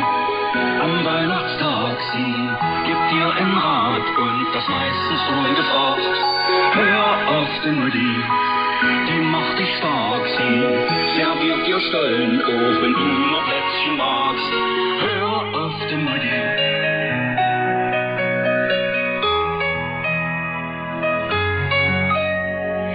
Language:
German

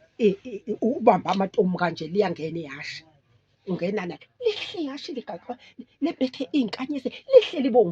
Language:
Zulu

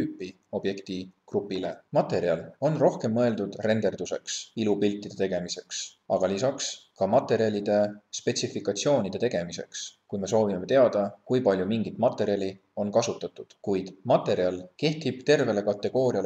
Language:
Estonian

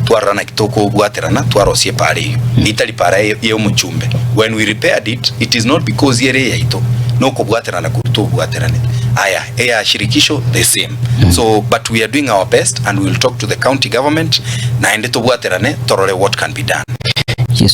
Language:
Gusii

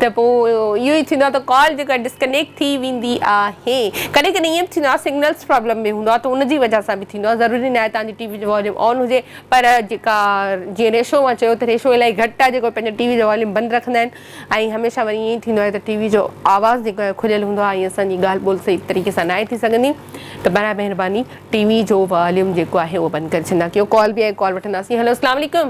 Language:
Sindhi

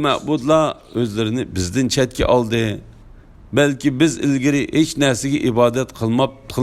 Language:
Uyghur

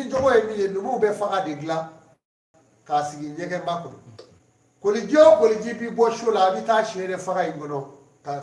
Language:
Bambara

